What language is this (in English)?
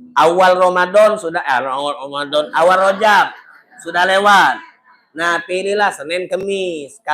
Musi